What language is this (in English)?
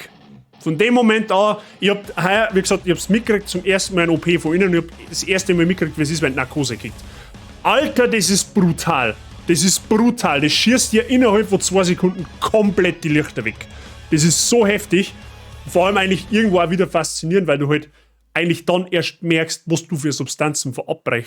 Bavarian